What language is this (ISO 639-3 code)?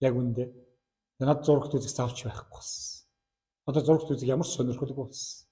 mon